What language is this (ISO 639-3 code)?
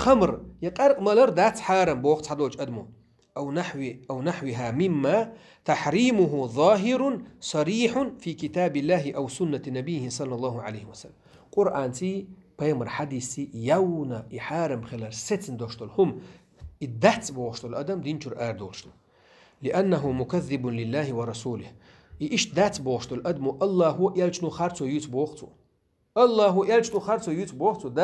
che